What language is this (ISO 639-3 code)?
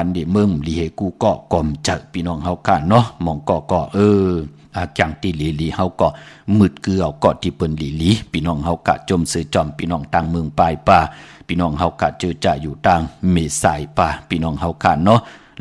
shn